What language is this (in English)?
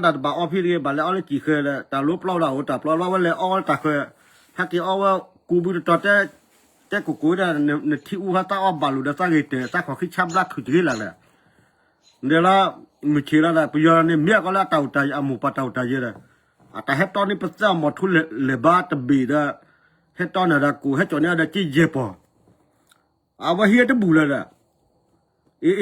S'gaw Karen